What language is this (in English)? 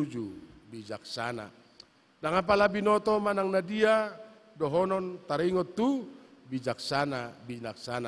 Batak Toba